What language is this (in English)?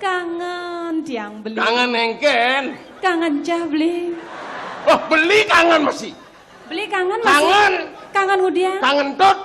Balinese